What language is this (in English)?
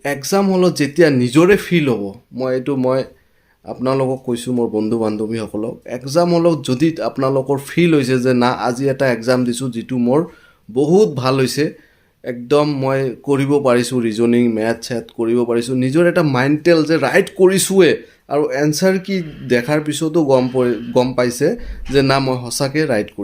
Assamese